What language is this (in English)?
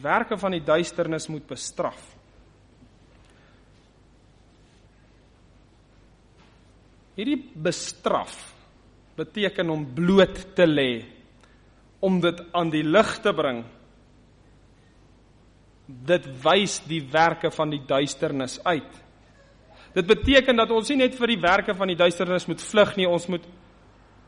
Afrikaans